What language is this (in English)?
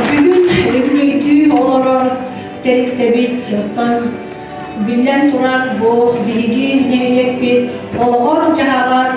Yakut